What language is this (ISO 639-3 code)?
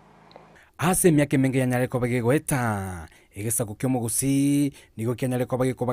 guz